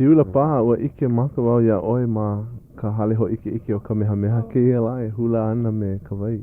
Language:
Hawaiian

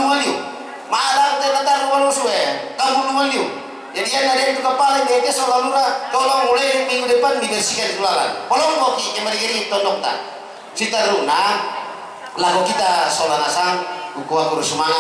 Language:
Toraja-Sa'dan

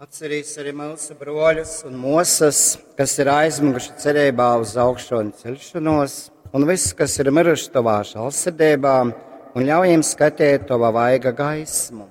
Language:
Latgalian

